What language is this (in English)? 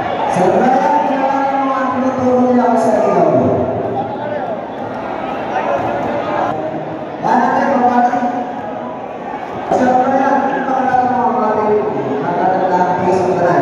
Filipino